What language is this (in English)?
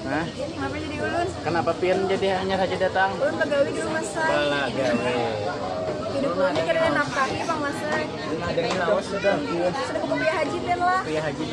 Banjar